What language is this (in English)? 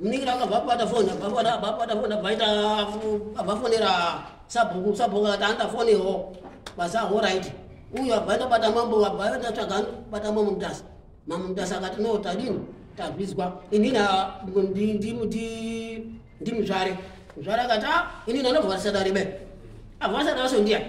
Shona